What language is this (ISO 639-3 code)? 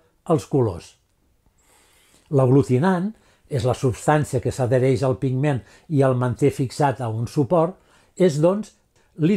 cat